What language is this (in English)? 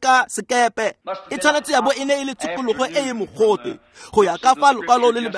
Tswana